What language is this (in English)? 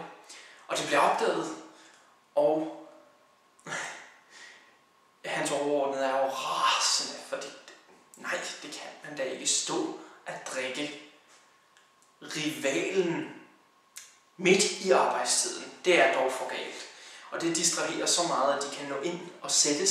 Danish